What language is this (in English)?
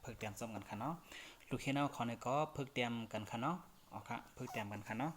Shan